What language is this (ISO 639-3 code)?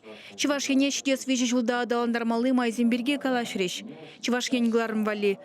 chv